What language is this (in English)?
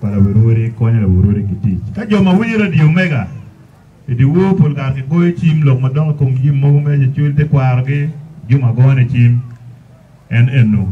Acoli